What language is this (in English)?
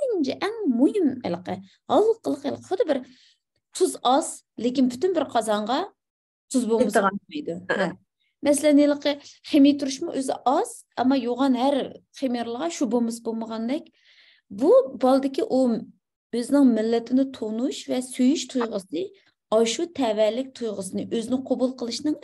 Uyghur